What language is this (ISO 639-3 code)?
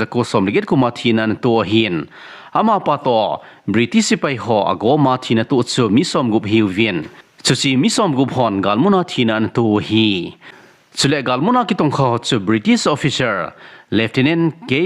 tcz